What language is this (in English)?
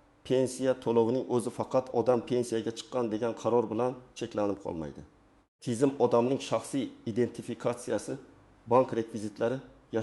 Uzbek